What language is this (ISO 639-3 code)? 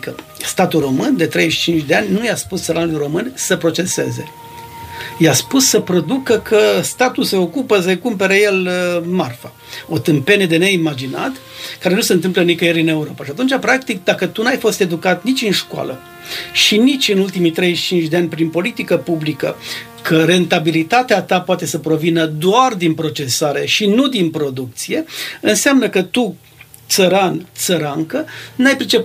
ron